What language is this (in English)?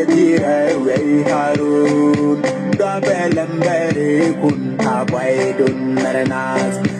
Nuer